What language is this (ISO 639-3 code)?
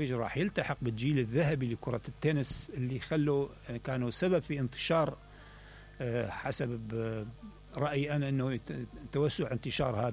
acm